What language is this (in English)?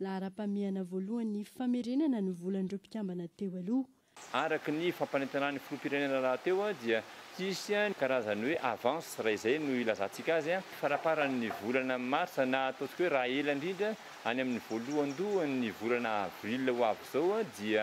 Malagasy